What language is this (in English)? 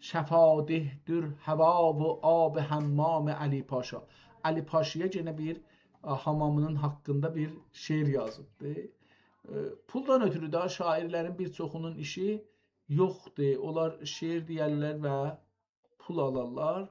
South Azerbaijani